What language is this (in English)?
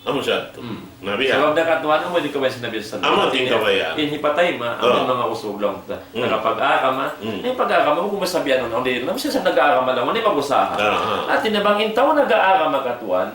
Tausug